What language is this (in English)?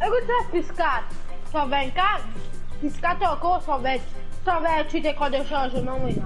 Morisyen